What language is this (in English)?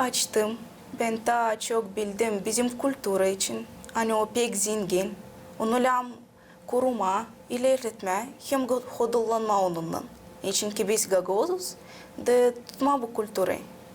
Gagauz